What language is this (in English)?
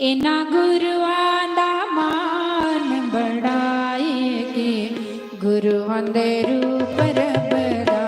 Dogri